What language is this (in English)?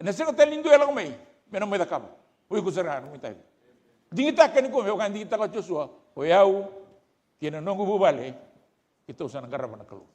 Fijian